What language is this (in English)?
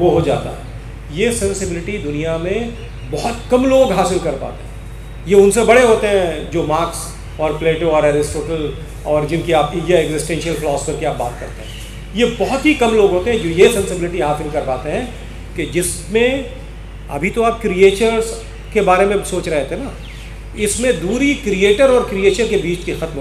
Urdu